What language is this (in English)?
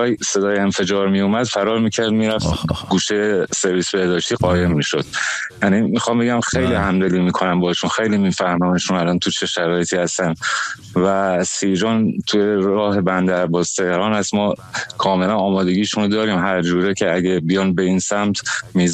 Persian